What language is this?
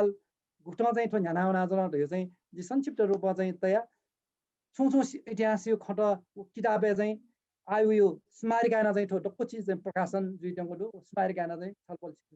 Newari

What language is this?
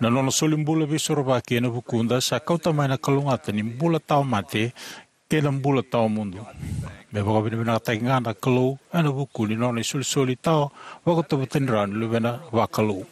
Fijian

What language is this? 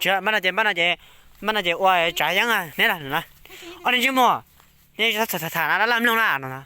Hmong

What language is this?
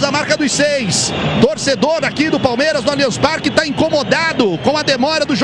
Portuguese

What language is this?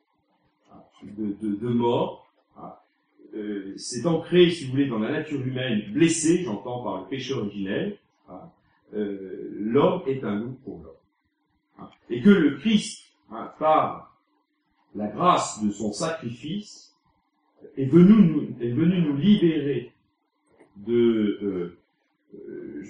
French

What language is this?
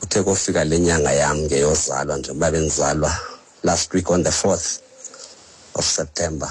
Xhosa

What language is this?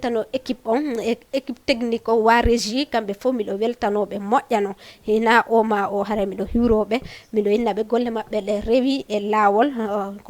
Fula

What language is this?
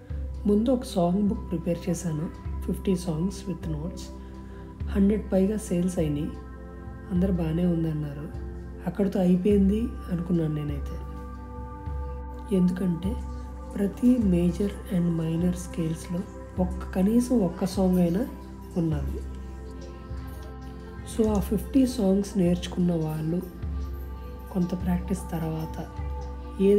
Telugu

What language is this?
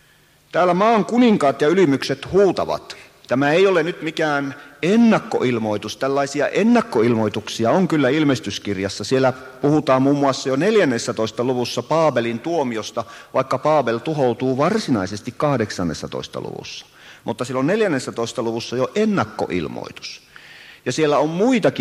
Finnish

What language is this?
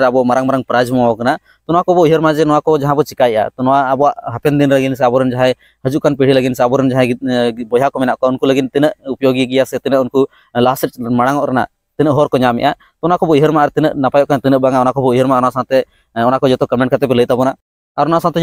Santali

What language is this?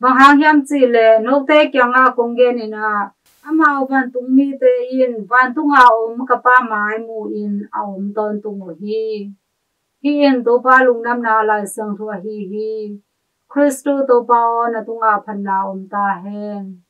Tedim Chin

